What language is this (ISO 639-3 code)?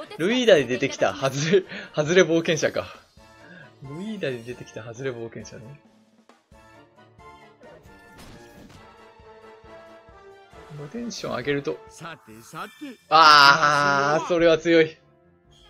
jpn